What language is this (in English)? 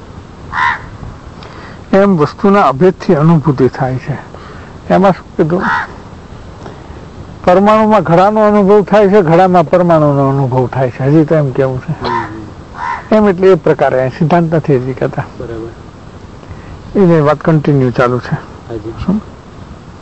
Gujarati